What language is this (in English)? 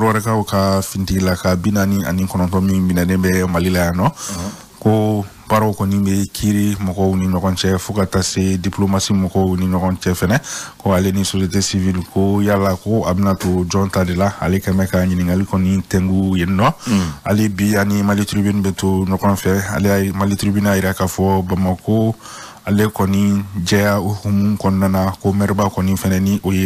Bambara